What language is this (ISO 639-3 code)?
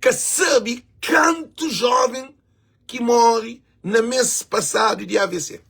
kea